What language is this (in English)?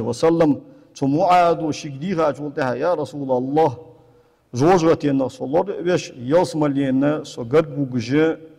Ingush